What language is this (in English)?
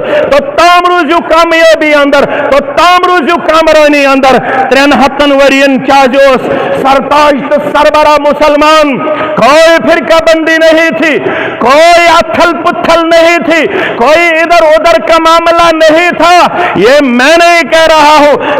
Kashmiri